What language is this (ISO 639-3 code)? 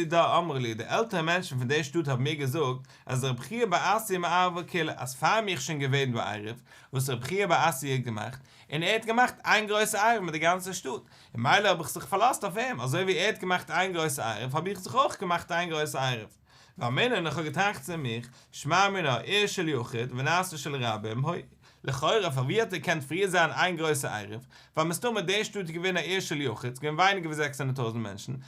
yid